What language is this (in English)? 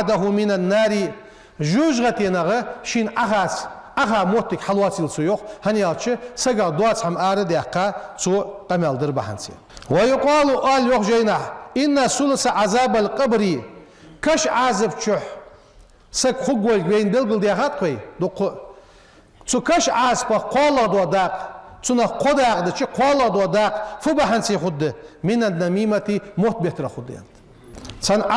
Ingush